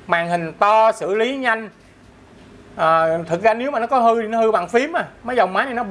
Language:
Vietnamese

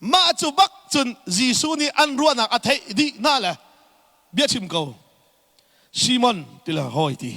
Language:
Hakha Chin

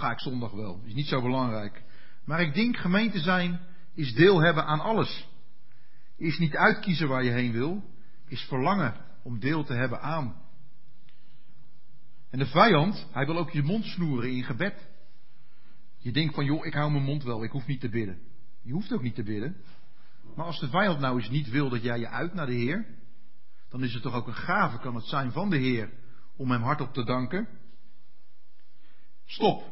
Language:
Dutch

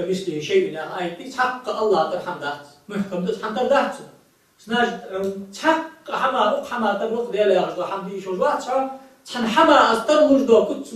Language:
Ingush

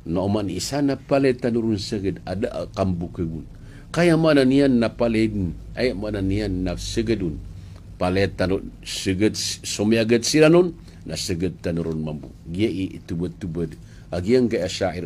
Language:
Maranao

